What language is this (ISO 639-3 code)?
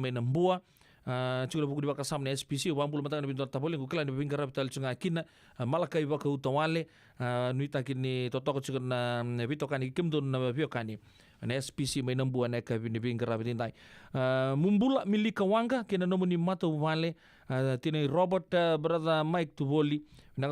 fij